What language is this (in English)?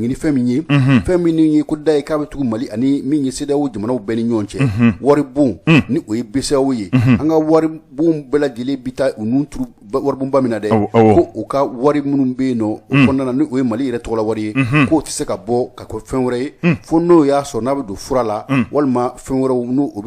Bambara